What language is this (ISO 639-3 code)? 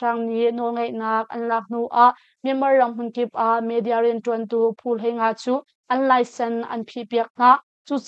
cnh